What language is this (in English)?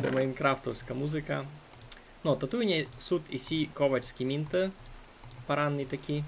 Rusyn